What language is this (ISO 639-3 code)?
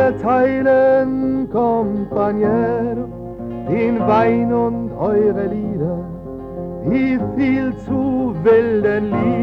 deu